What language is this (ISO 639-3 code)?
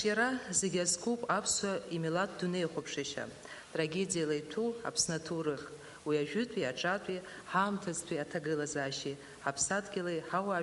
abk